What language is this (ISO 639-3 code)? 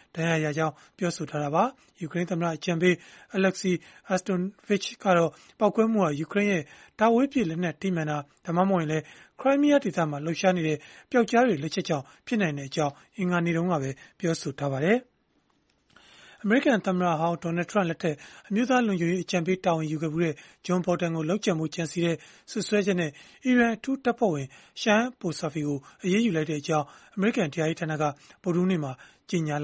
mya